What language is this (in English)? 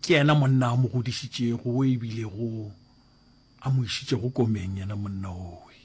Northern Sotho